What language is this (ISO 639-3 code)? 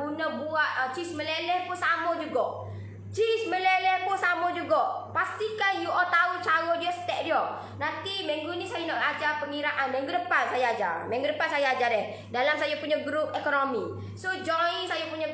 msa